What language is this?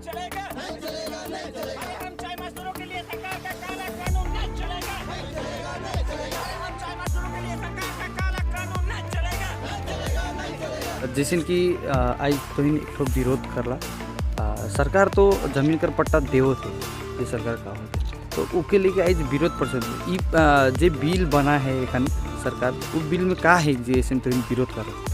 Sadri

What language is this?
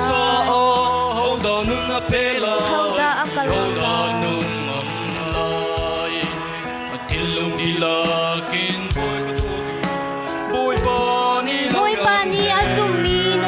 Hakha Chin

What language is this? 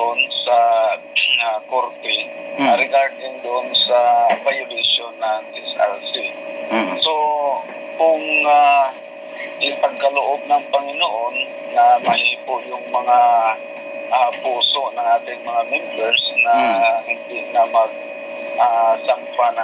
Filipino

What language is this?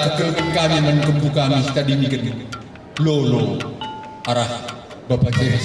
Batak Karo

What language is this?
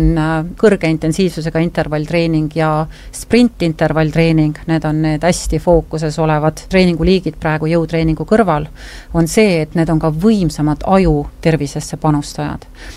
Estonian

